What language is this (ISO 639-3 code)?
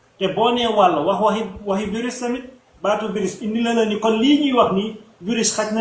wol